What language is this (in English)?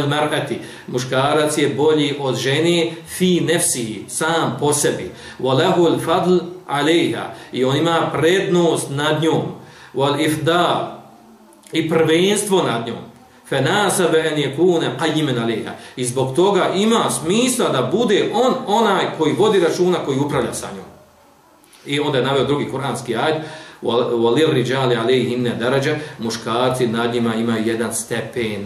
Bosnian